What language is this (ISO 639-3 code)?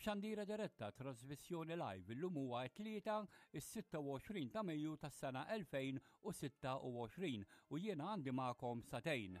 mlt